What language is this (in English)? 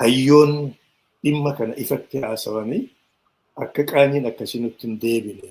Oromo